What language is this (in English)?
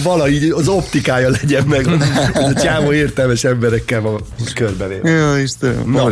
Hungarian